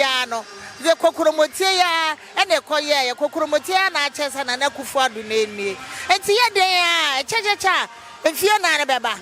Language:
Akan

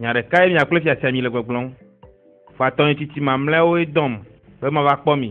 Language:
Ewe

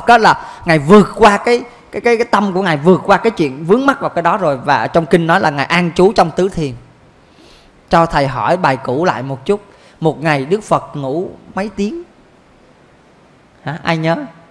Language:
Vietnamese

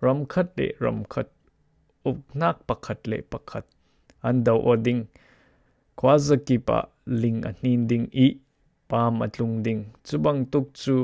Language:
Falam Chin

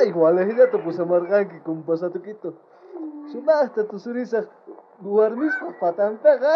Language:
South Bolivian Quechua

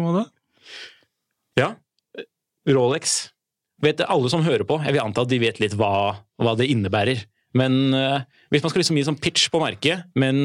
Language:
Norwegian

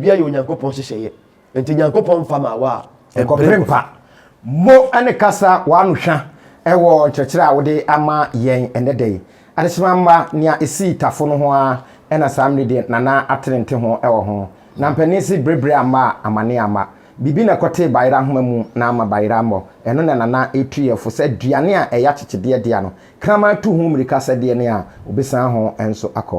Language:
Akan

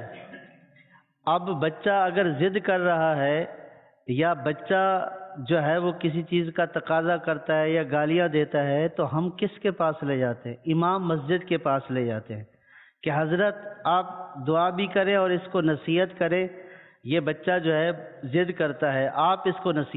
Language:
Urdu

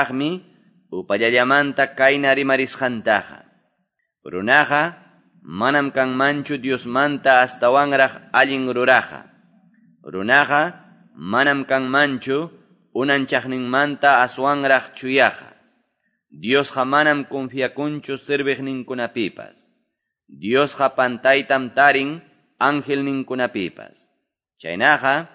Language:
Quechua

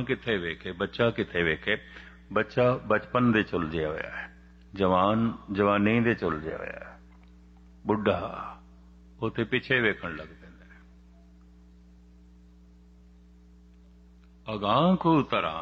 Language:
Punjabi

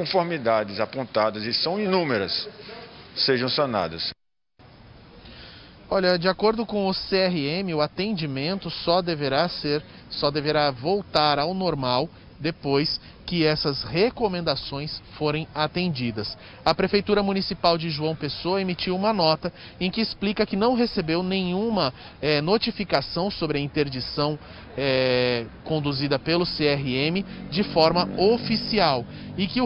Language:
Portuguese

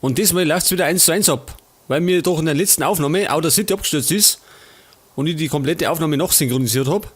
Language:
Bavarian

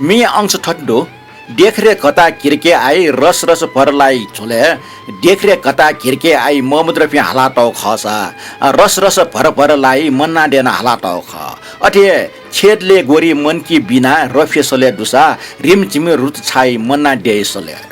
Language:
Newari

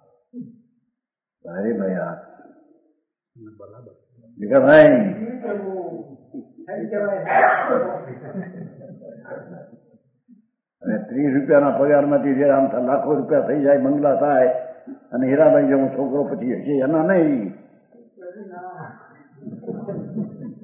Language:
Gujarati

